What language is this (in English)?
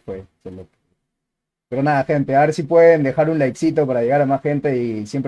Spanish